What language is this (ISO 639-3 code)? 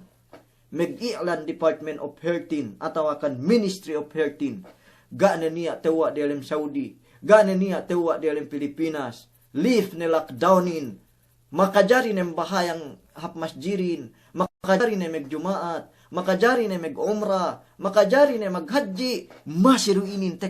yka